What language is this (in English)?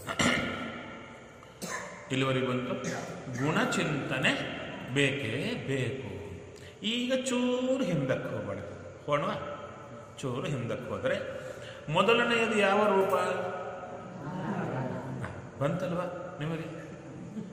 Kannada